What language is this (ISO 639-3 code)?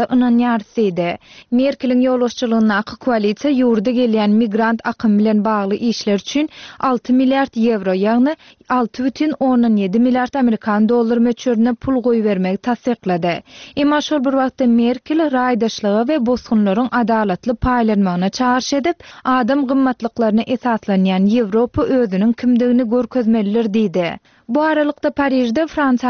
tuk